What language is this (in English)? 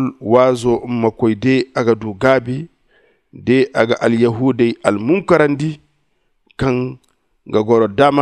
Zarma